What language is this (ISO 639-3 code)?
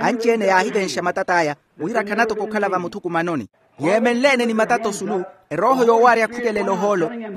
vmw